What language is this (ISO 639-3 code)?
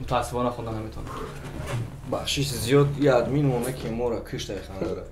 tgk